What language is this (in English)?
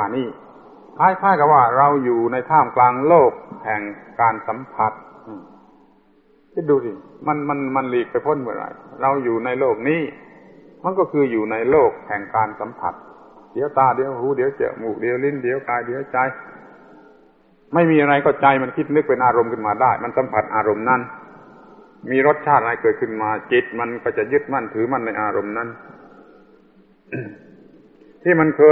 Thai